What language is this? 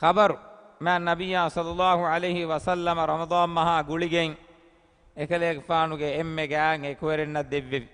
Divehi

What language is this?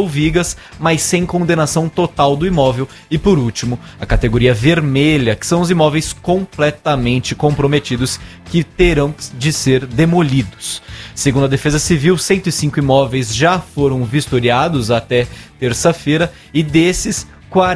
Portuguese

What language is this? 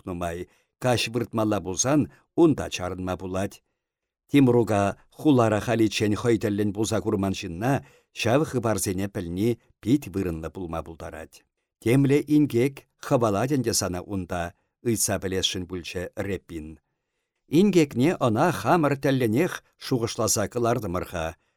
Chuvash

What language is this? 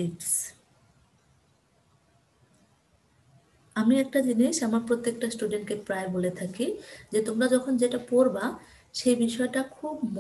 Bangla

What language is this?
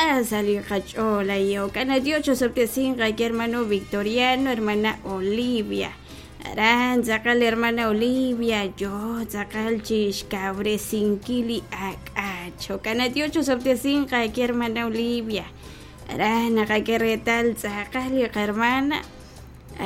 Kekchí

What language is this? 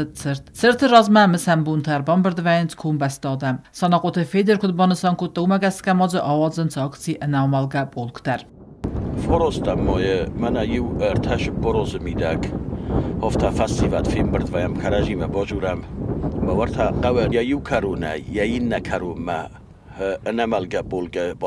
Ossetic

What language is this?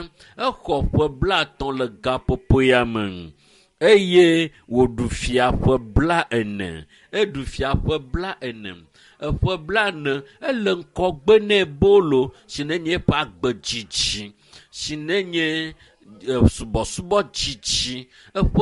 Ewe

